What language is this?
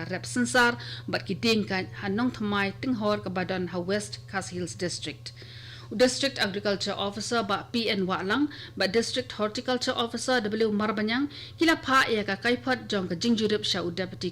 Khasi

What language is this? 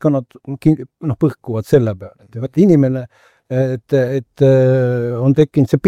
Estonian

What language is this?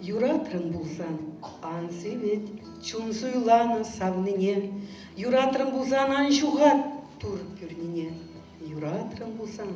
Chuvash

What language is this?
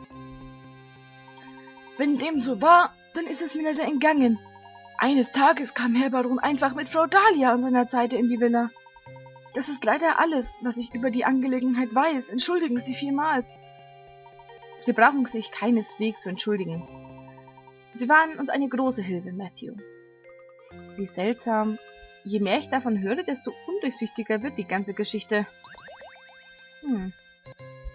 German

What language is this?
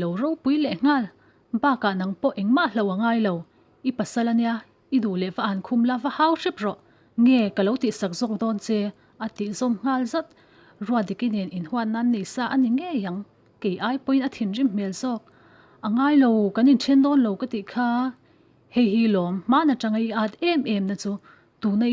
Mizo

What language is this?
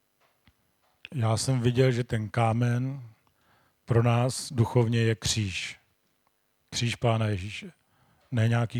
Czech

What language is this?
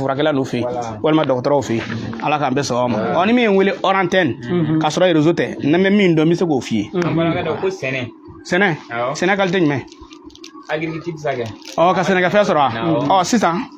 Bambara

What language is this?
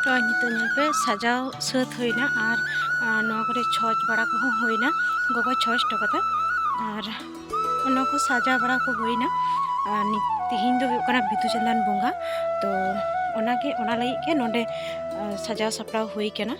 Santali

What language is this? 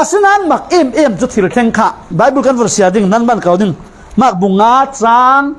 Falam Chin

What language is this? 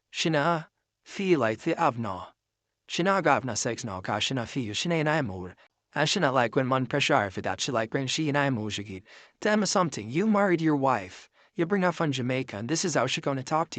Jamaican Creole English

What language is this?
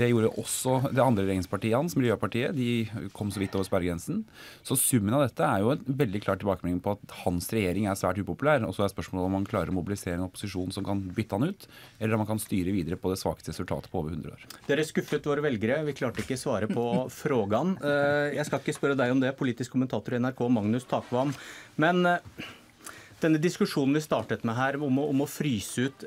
Norwegian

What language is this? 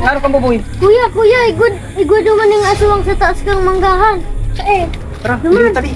Bikol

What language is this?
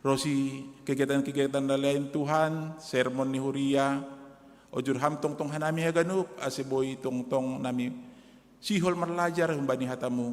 Batak Simalungun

